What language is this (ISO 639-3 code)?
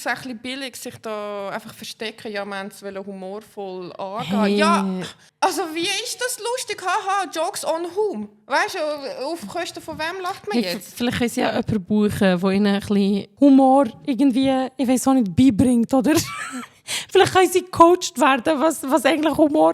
gsw